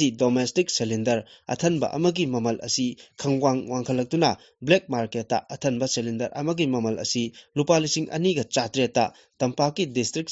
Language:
Manipuri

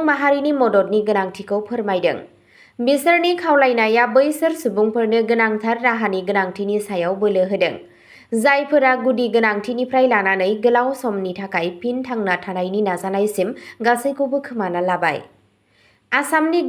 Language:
Bodo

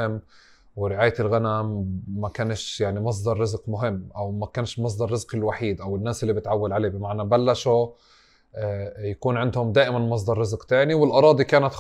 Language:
North Levantine Arabic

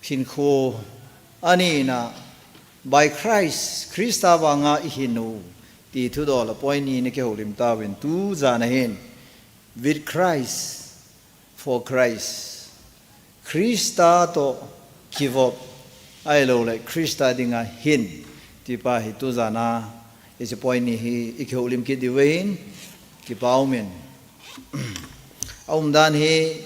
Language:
Thado Chin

